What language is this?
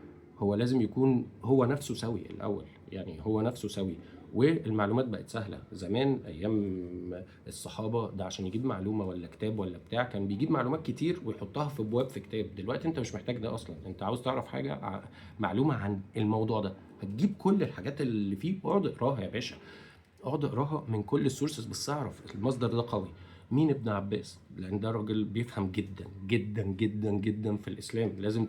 Egyptian Arabic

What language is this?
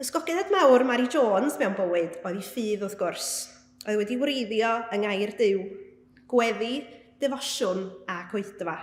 Welsh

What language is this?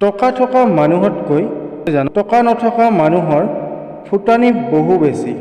Assamese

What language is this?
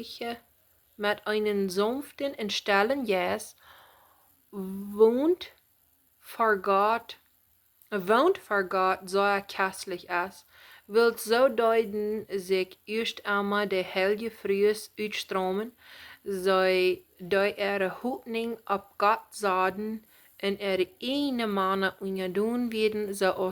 Plautdietsch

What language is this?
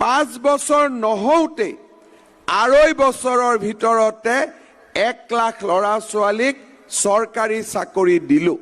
Assamese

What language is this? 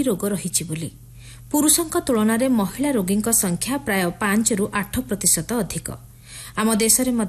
Odia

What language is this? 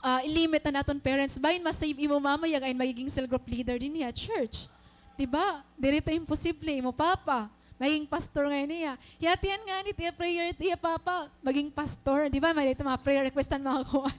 Waray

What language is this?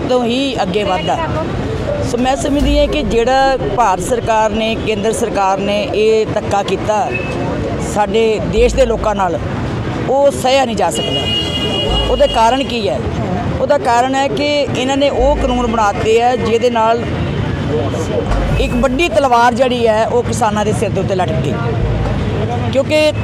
Punjabi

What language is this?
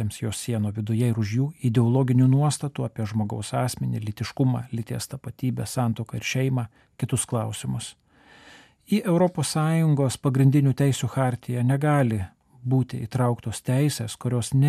Lithuanian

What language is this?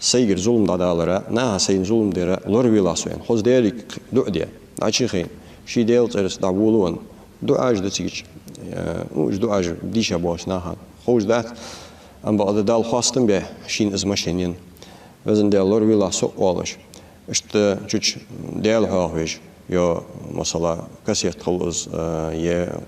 Ingush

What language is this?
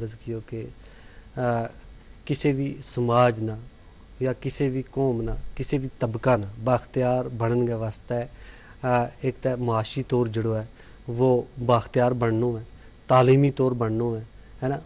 Gujari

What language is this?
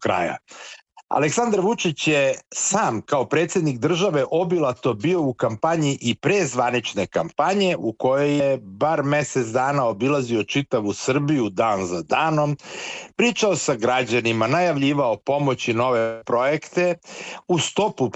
Serbian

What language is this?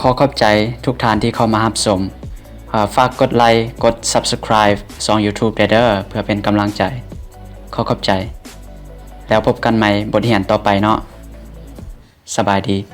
Lao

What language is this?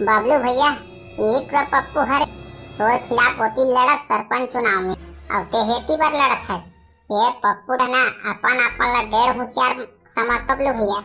Chhattisgarhi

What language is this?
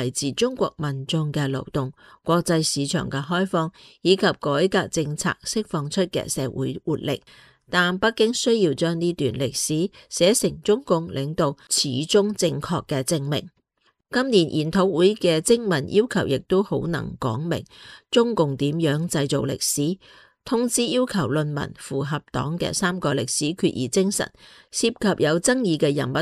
Cantonese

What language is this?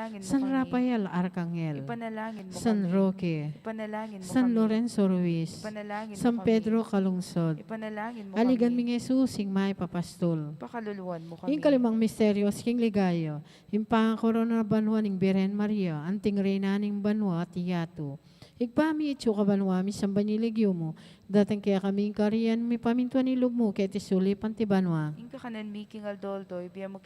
Pampanga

